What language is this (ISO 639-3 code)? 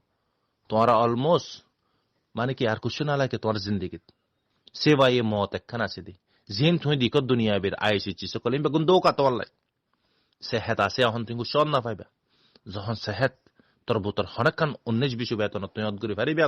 rhg